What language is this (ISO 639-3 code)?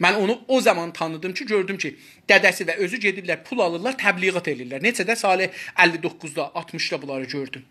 azb